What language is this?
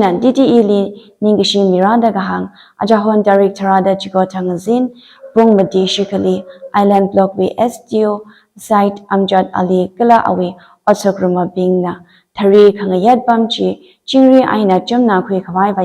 Tangkhul Naga (India)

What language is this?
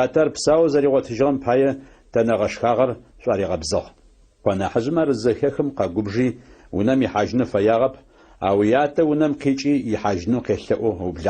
Adyghe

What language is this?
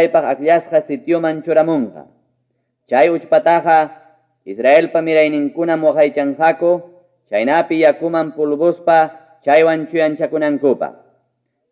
Ayacucho Quechua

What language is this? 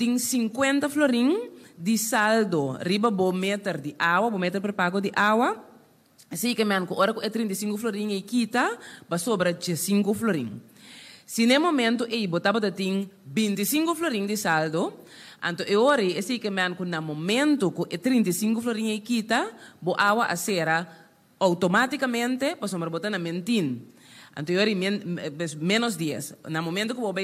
Papiamento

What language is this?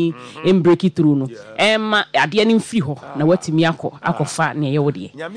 Akan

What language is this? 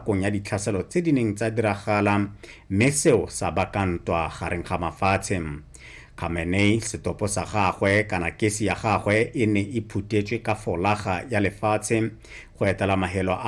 Tswana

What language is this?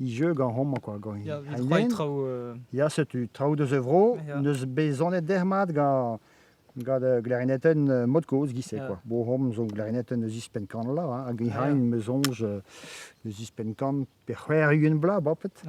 Breton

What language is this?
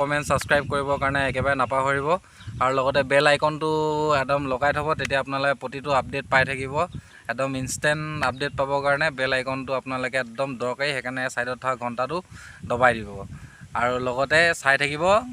Assamese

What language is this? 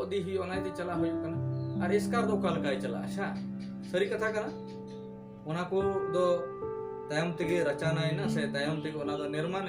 Santali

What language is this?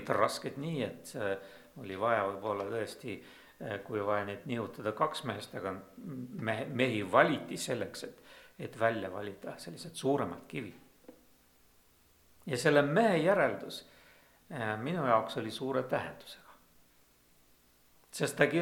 Estonian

